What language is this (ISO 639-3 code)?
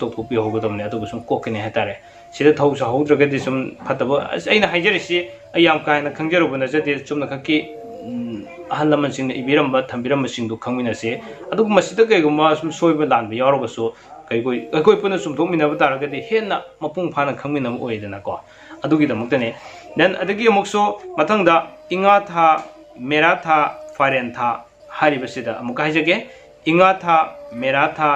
mni